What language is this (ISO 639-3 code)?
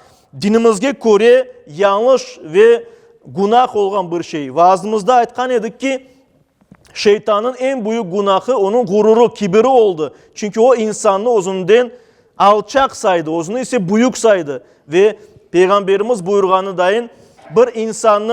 crh